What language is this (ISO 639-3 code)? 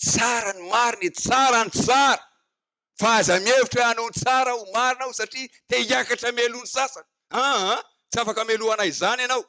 mlg